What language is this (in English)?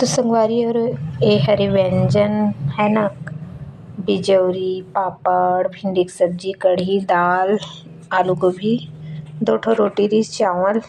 Chhattisgarhi